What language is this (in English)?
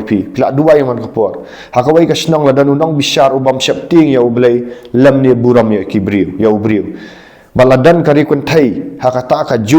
Khasi